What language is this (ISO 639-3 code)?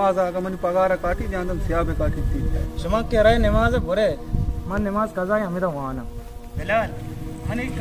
bal